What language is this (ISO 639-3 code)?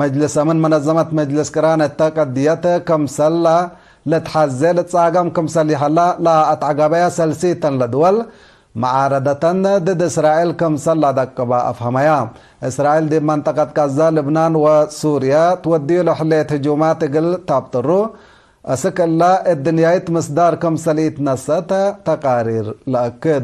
tig